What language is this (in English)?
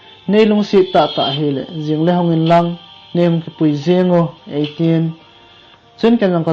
Thado Chin